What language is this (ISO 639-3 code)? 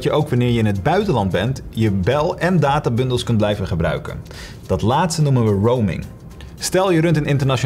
nld